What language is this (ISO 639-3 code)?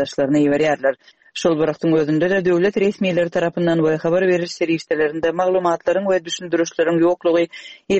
tuk